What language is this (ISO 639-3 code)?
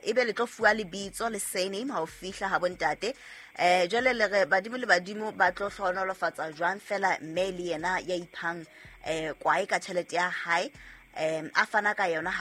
sot